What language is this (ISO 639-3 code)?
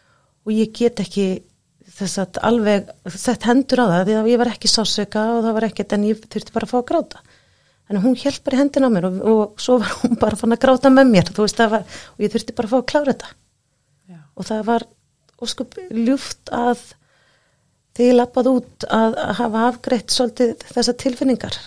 isl